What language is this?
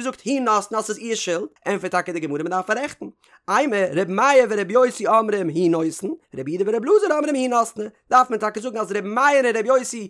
Yiddish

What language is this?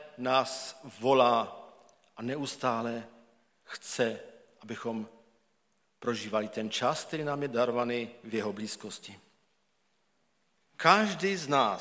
Czech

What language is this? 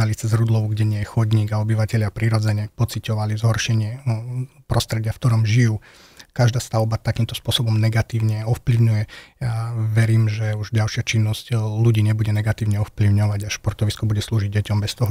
Slovak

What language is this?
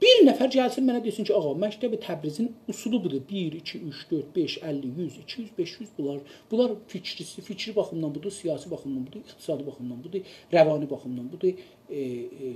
South Azerbaijani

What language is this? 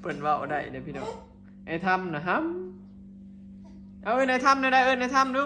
Northeastern Thai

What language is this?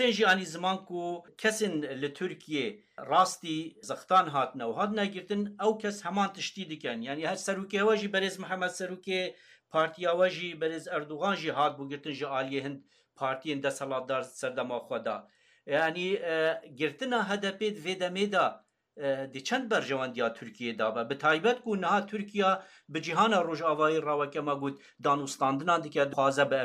Kurdish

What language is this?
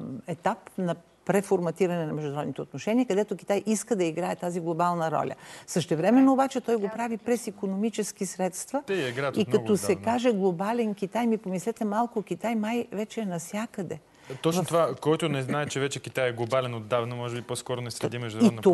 Bulgarian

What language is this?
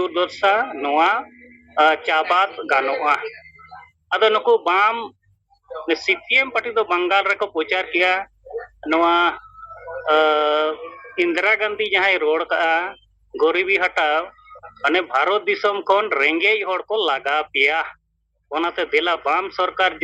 Santali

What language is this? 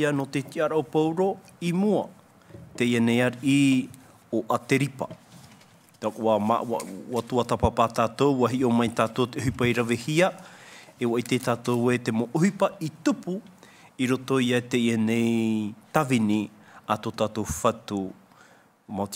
Tahitian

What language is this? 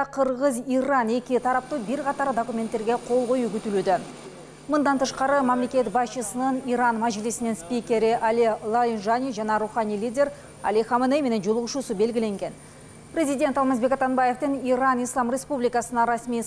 Kyrgyz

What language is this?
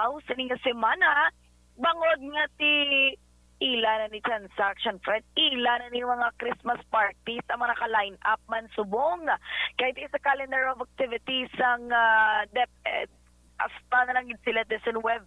Hiligaynon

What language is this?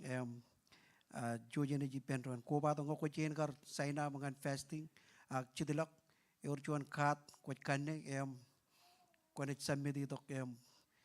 Marshallese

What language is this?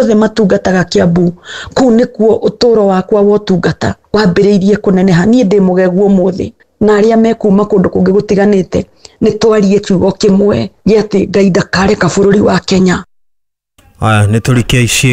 Kikuyu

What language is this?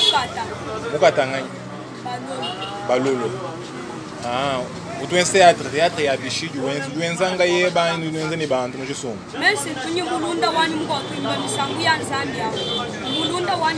Luba-Lulua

